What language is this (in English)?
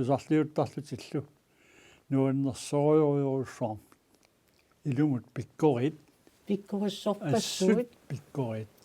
Kalaallisut